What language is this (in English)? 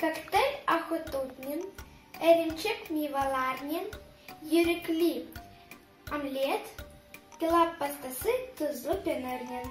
Crimean Tatar